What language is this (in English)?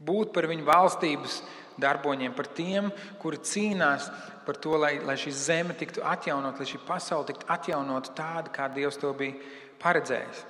Latvian